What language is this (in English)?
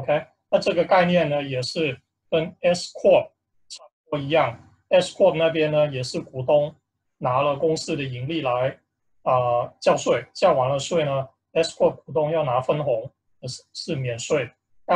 Chinese